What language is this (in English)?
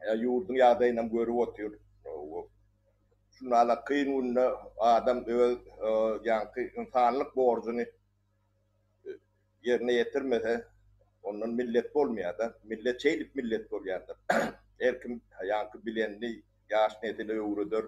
Turkmen